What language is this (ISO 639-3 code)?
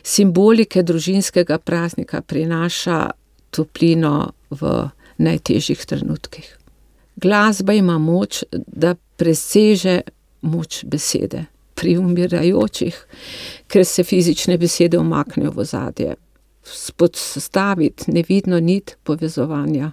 slv